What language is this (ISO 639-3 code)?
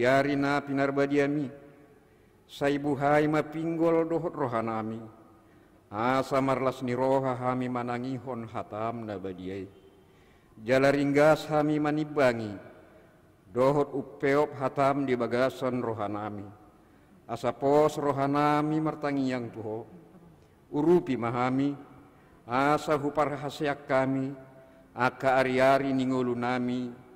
bbc